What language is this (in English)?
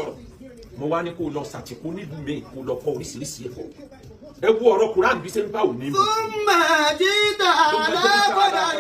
Yoruba